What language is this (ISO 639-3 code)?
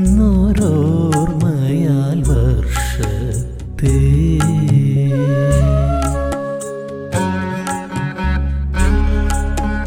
mal